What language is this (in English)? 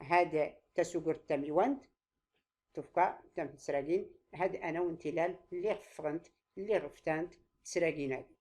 Tachelhit